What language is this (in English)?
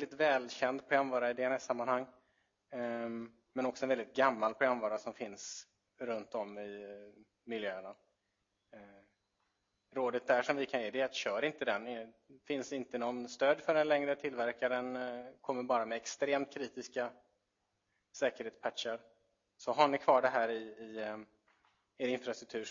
Swedish